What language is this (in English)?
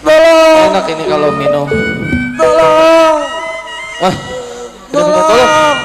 Betawi